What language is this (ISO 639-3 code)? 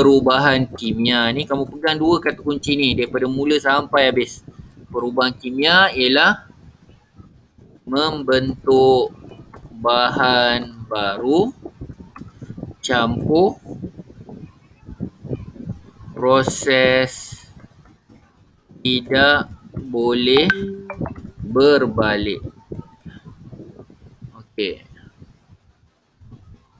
msa